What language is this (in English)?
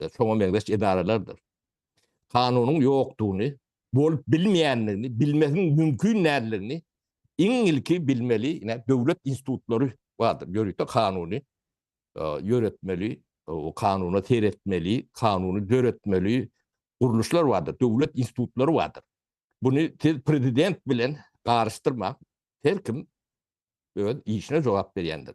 Turkmen